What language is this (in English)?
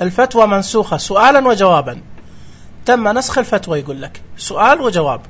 Najdi Arabic